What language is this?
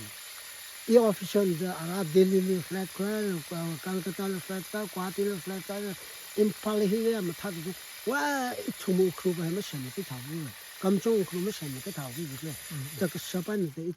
Tangkhul Naga (India)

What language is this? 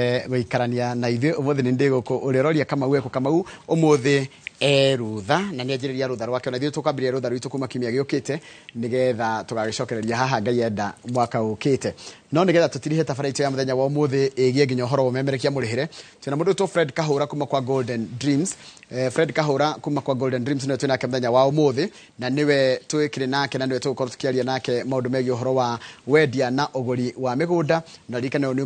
Kikuyu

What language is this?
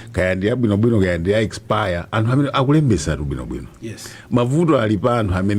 Nyanja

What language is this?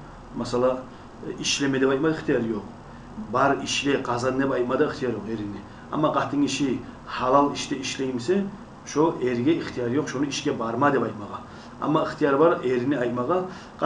Kumyk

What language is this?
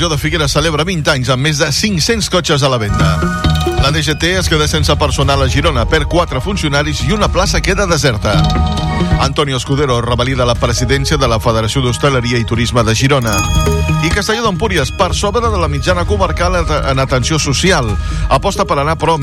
Catalan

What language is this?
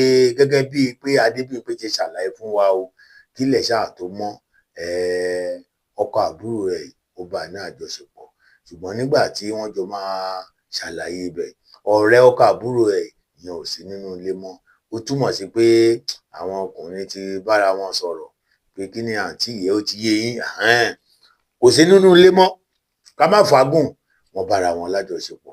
Yoruba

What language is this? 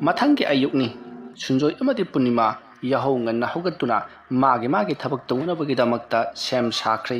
Manipuri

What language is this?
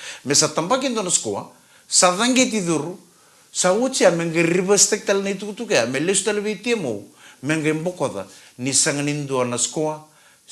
Fijian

